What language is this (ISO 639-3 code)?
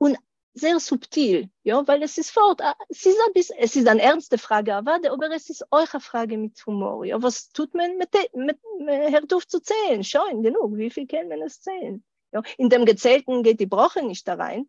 yid